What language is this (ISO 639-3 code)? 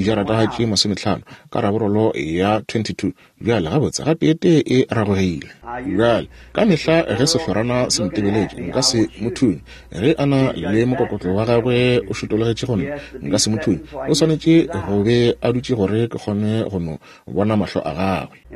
nso